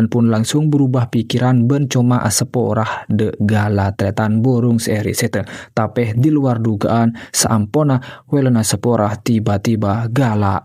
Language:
Madurese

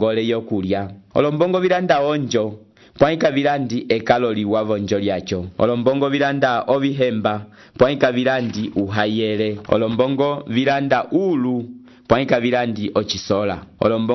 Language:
Umbundu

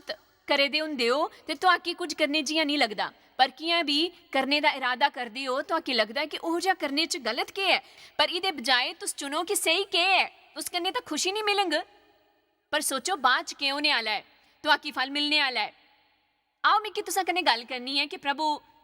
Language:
Dogri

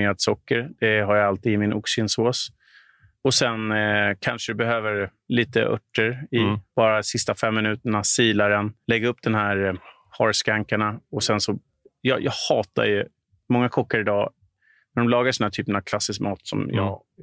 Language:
Swedish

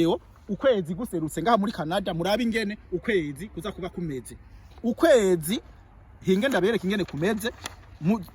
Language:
Rundi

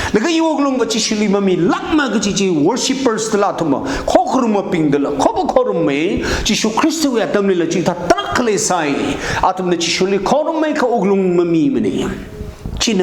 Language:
Tangkhul Naga (India)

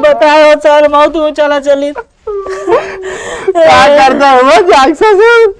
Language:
Awadhi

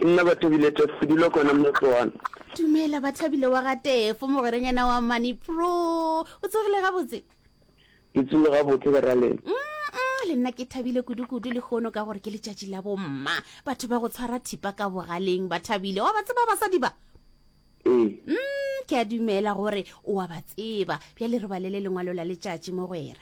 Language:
Northern Sotho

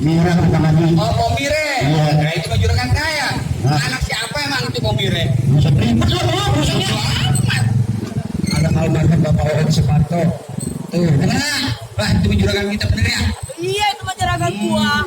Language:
Betawi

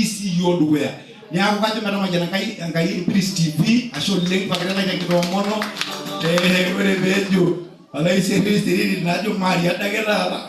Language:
Masai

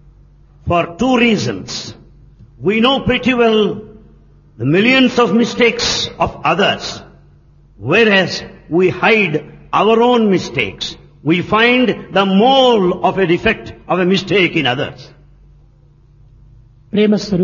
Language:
Telugu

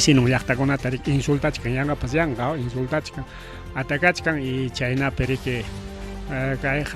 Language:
Ayacucho Quechua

